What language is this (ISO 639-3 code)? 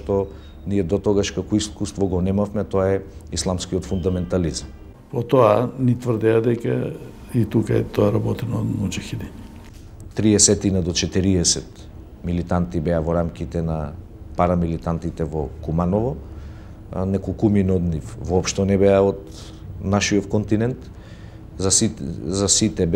mkd